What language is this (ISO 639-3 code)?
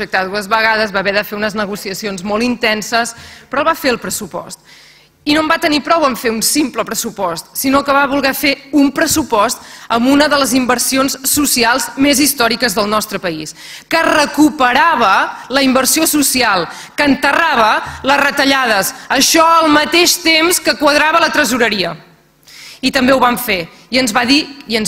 cat